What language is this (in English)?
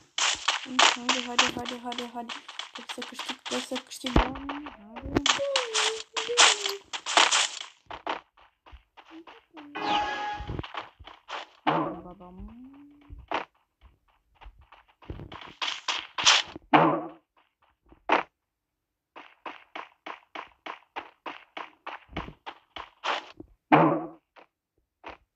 Romanian